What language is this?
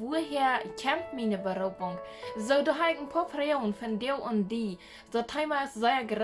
Plautdietsch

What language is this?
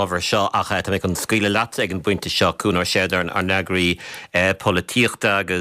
Irish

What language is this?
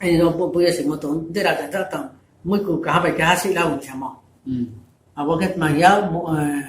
Riang (India)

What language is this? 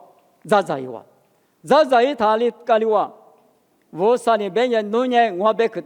Lisu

